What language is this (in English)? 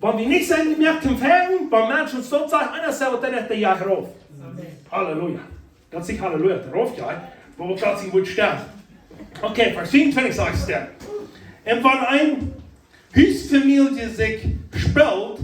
Plautdietsch